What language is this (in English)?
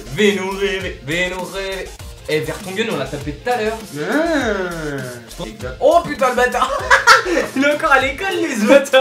French